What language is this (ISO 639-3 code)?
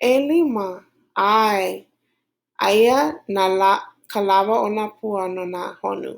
haw